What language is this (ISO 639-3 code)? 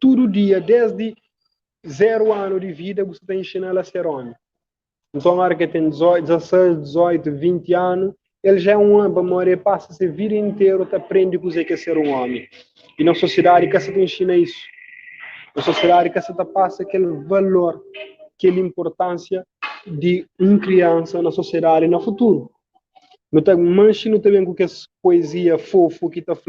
kea